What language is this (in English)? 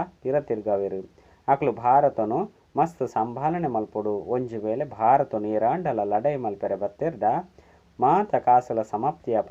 Tulu